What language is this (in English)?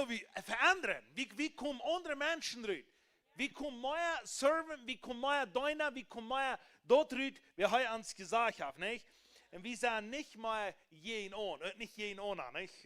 Plautdietsch